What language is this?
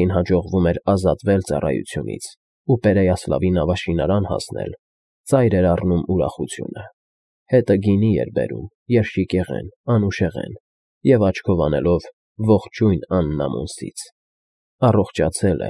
Armenian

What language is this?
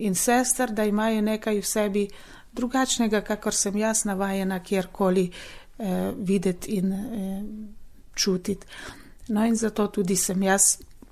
Slovenian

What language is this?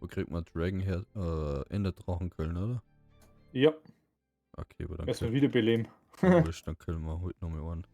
Bavarian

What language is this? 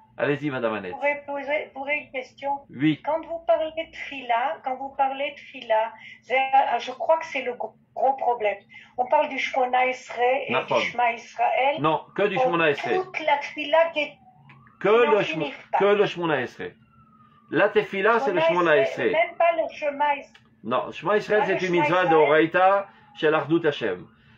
French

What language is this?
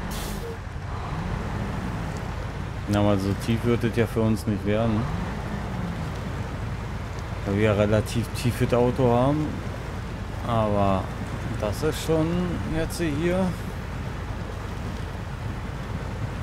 German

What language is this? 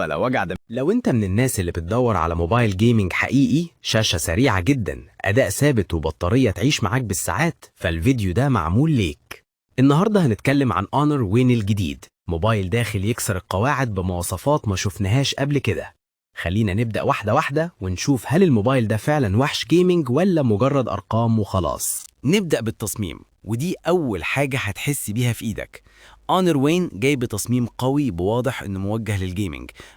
Egyptian Arabic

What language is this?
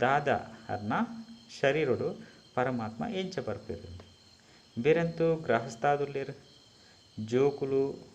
Tulu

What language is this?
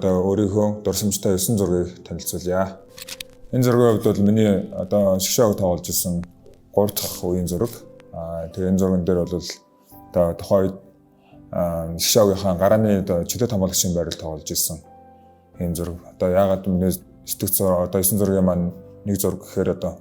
Mongolian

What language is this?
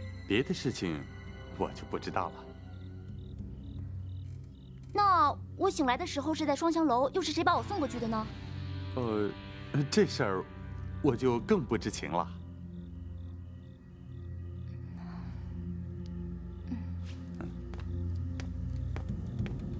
Chinese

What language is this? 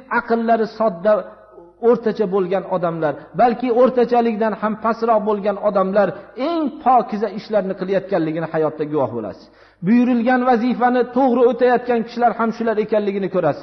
Uzbek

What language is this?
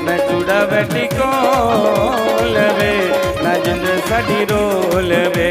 Dogri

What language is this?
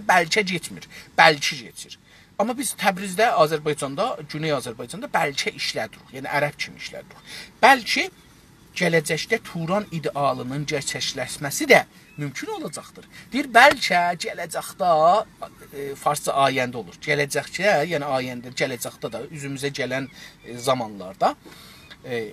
South Azerbaijani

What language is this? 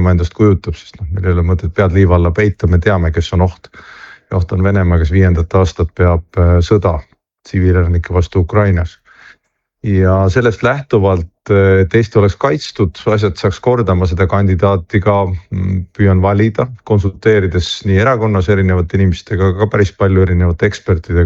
Estonian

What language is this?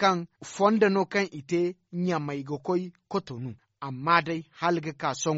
Zarma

